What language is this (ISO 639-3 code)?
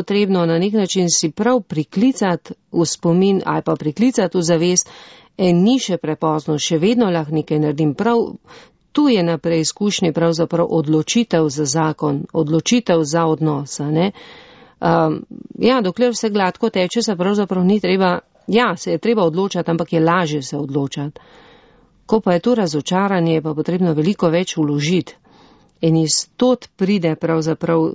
slv